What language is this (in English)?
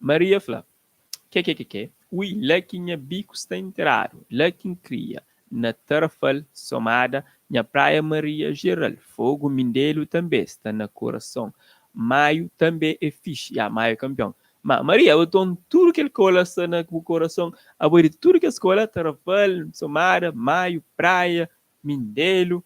Kabuverdianu